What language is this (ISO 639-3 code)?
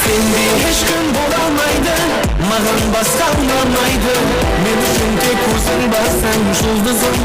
kaa